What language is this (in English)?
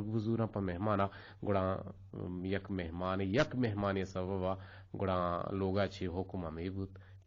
Eastern Balochi